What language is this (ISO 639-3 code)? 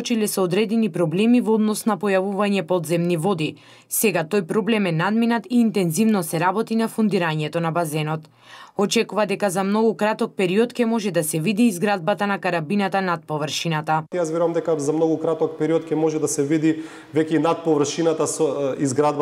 mkd